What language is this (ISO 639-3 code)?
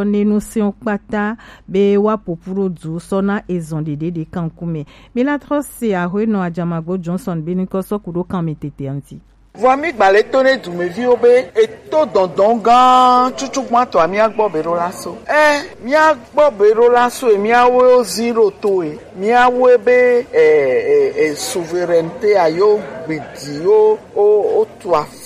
gej